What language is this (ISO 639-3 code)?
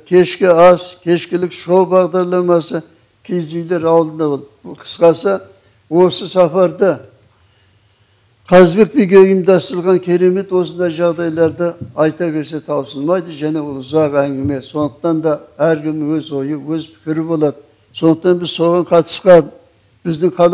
kaz